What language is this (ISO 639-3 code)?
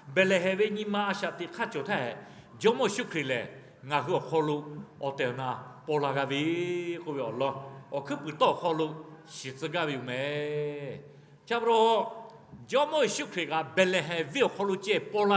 lhu